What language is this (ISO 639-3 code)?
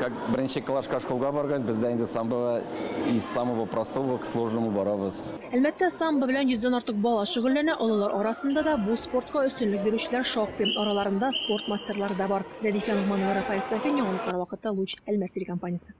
tat